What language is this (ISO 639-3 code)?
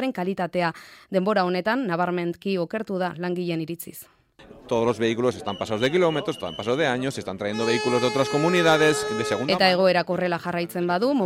eus